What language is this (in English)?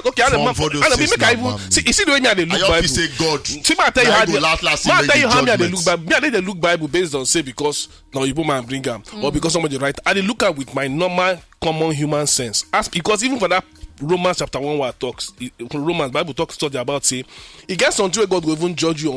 Nigerian Pidgin